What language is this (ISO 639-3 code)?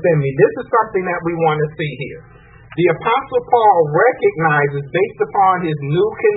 eng